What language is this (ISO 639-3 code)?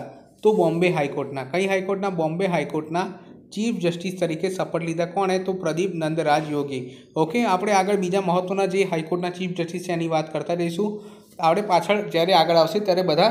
guj